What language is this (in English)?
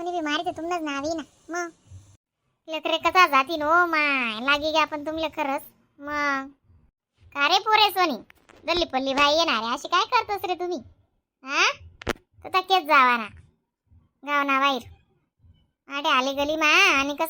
Khandesi